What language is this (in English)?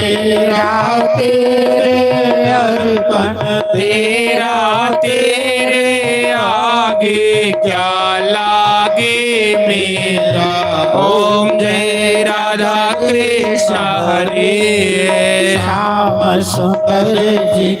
Dogri